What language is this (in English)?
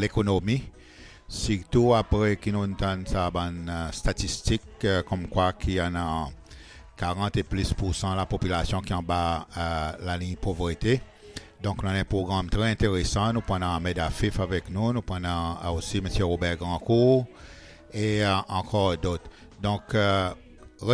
Seselwa Creole French